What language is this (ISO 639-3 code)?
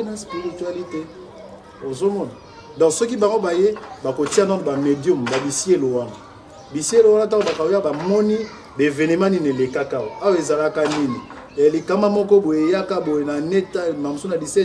lin